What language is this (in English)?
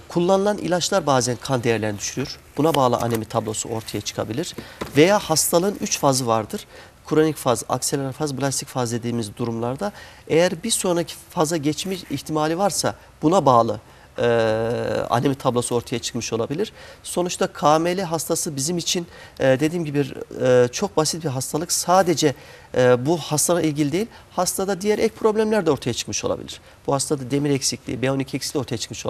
Turkish